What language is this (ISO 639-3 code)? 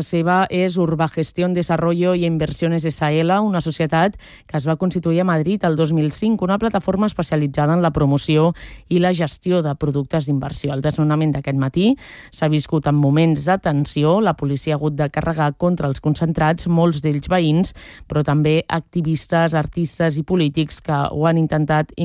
cat